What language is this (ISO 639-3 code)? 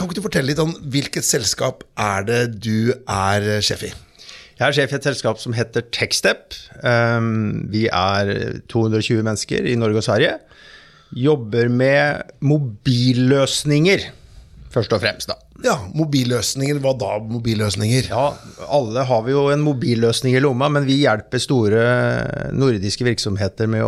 nor